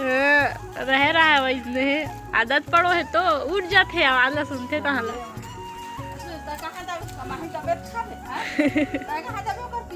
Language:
Chhattisgarhi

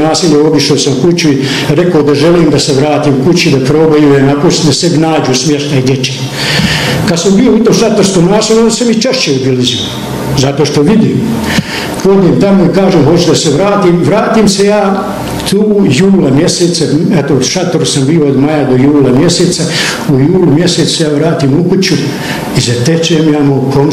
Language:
Bosnian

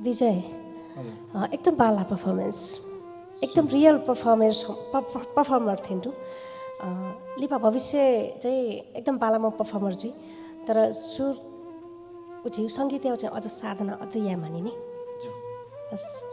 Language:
Newari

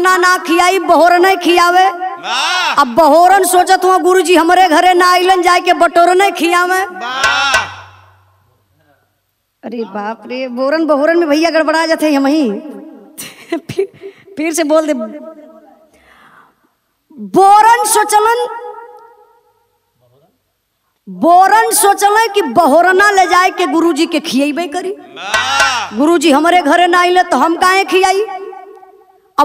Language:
Bhojpuri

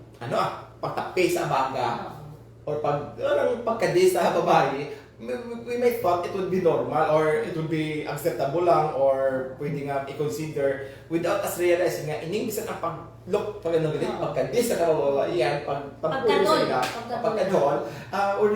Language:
Hiligaynon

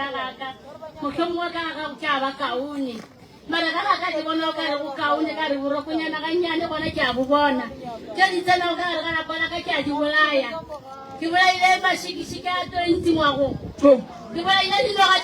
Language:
Northern Sotho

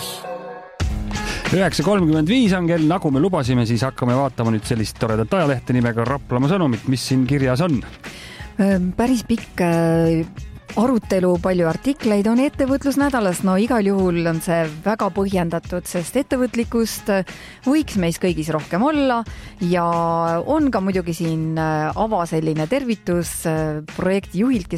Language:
Estonian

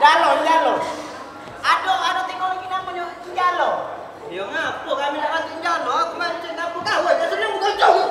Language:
Musi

